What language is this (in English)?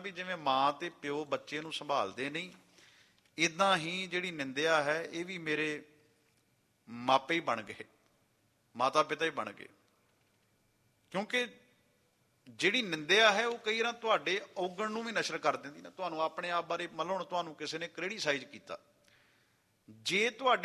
Punjabi